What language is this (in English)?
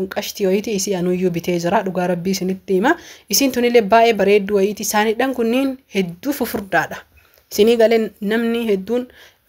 Oromo